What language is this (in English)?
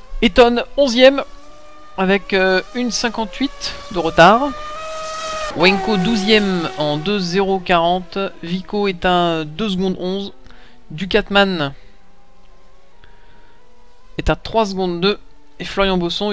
French